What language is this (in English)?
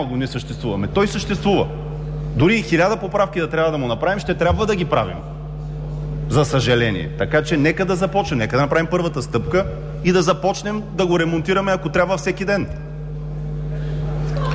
Bulgarian